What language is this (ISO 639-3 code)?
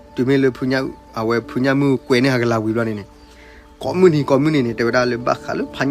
ksw